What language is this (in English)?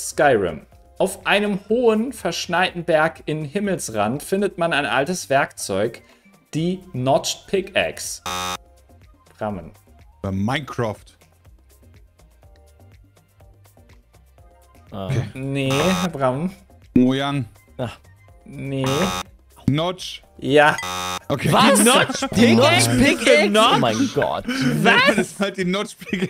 German